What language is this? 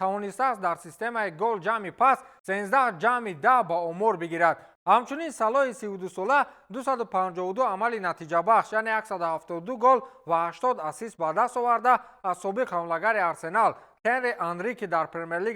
Tajik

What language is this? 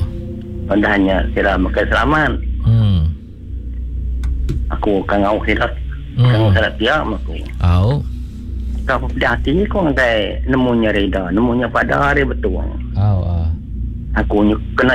Iban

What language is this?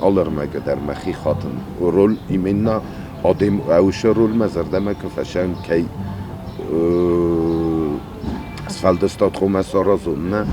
Ossetic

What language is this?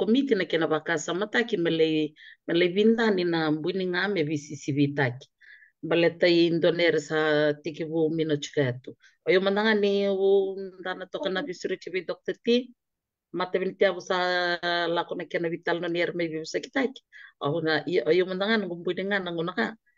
Fijian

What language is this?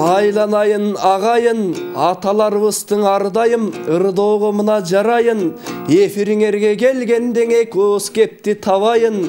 Kyrgyz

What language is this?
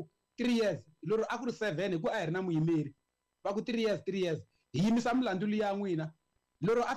Tsonga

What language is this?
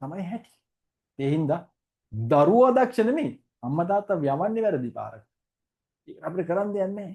Sinhala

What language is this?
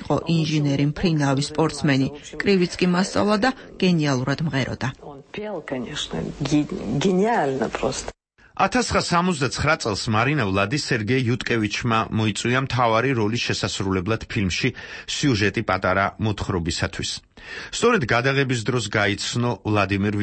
Georgian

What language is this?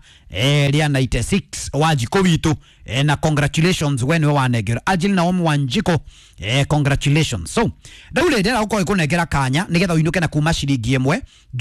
Kikuyu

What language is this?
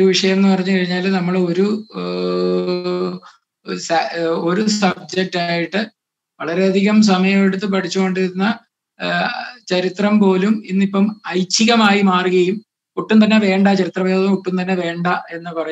Malayalam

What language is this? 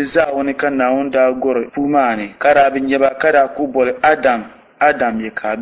Dagbani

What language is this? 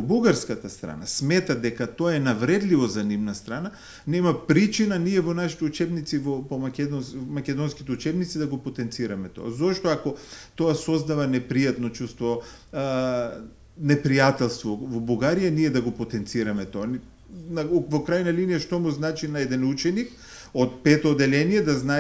Macedonian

